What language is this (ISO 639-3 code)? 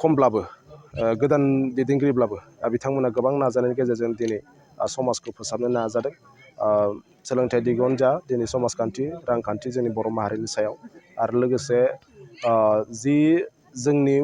brx